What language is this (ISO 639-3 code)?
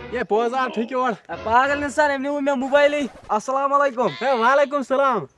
kas